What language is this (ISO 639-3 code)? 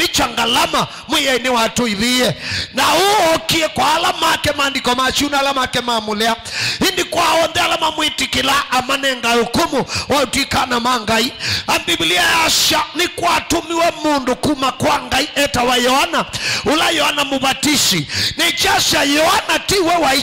kam